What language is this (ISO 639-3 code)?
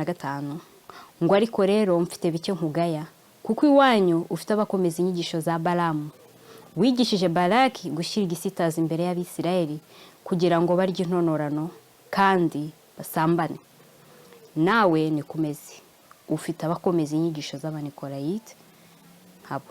kin